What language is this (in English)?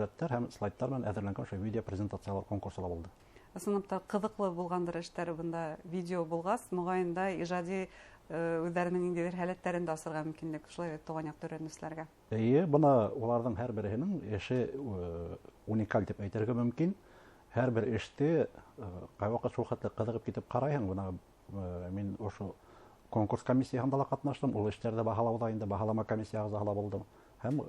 Bashkir